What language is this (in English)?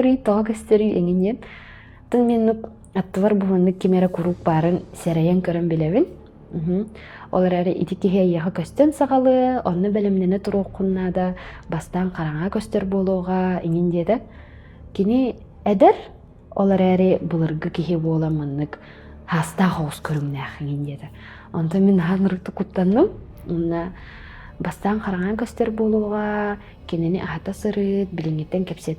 Yakut